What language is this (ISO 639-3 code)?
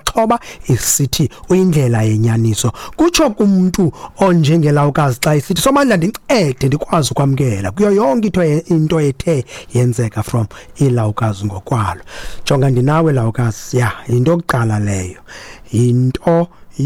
xho